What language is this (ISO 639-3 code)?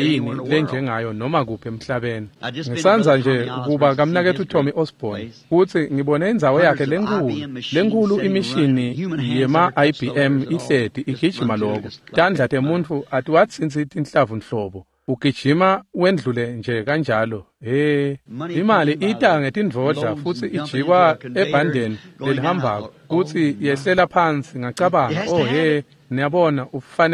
ssw